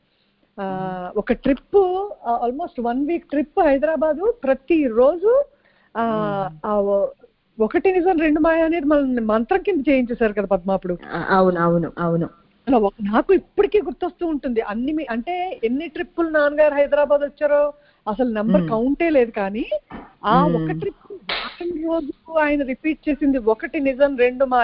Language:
Telugu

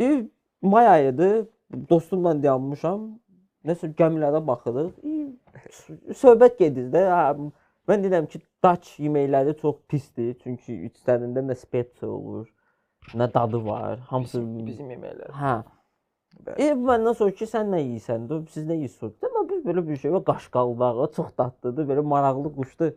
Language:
Azerbaijani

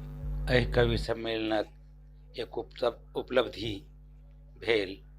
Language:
Maithili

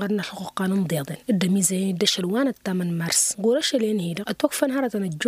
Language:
Tamasheq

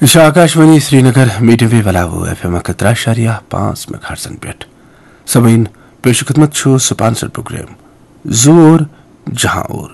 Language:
Kashmiri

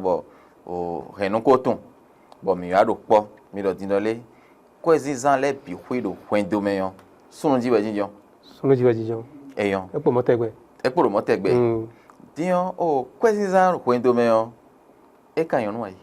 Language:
Fon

